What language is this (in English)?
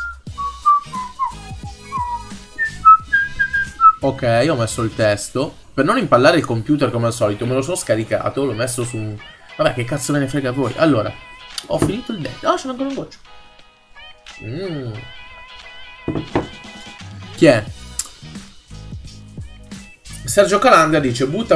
Italian